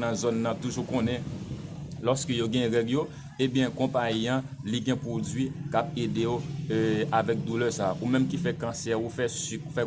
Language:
Haitian Creole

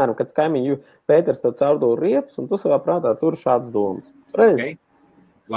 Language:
Latvian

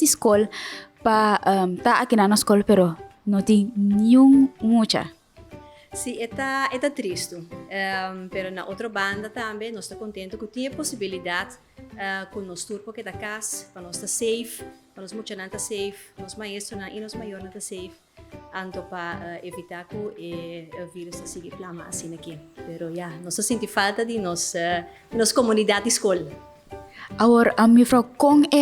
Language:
Papiamento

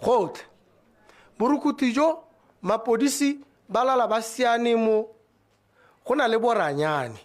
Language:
Tswana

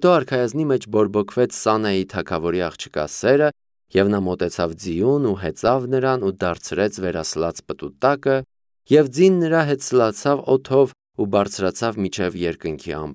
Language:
Armenian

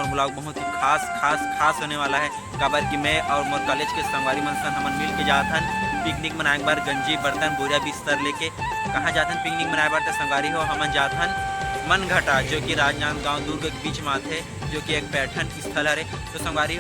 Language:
Chhattisgarhi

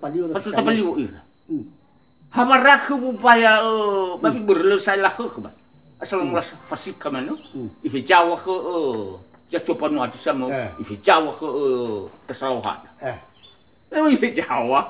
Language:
Nias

